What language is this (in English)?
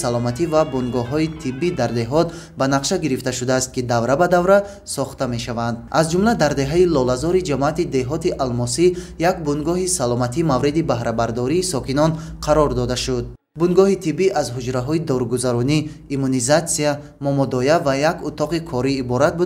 Tajik